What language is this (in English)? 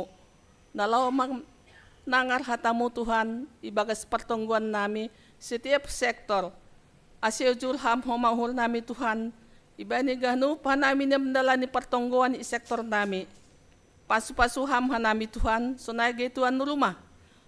Batak Simalungun